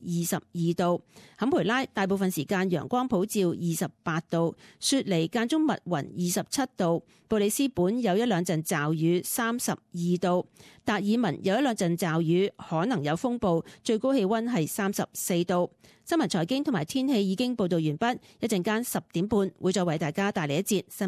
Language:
Cantonese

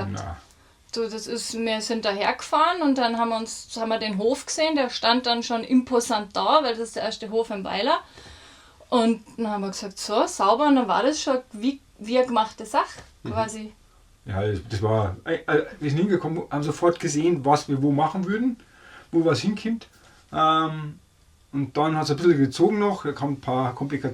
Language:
Bavarian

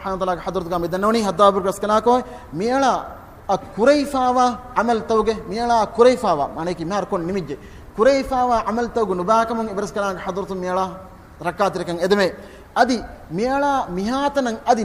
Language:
Divehi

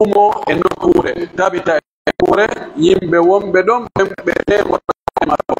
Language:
Pular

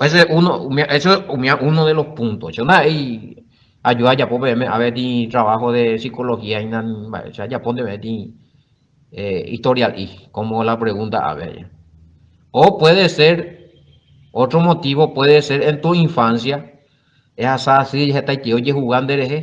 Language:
Guarani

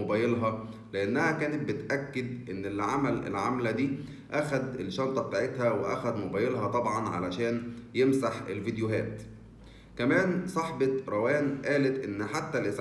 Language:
Egyptian Arabic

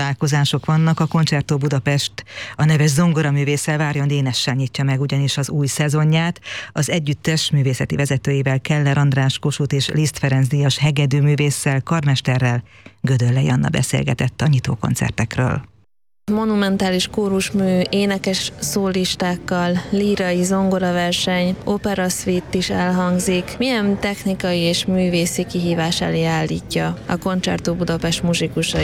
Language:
Hungarian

